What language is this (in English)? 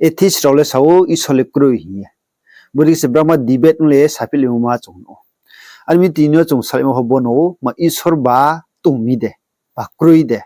Riang (India)